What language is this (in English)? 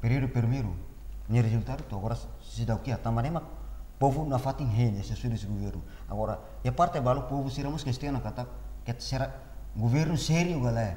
Tetum